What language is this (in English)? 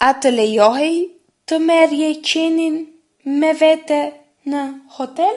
Albanian